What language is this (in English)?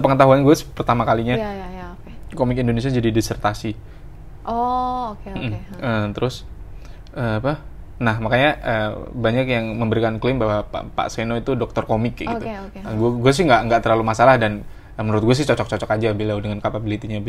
Indonesian